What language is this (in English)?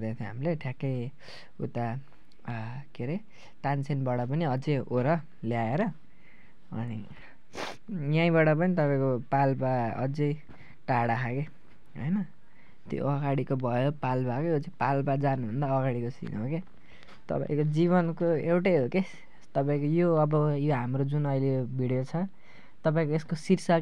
Nepali